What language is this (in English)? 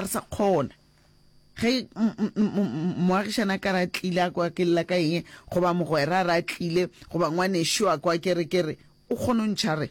Northern Sotho